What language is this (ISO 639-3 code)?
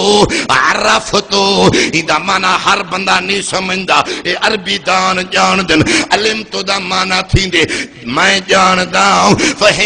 skr